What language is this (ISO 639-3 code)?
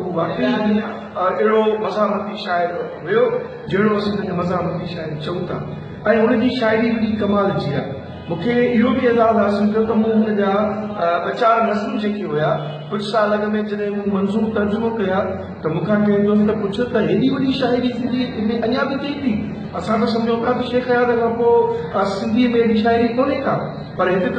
snd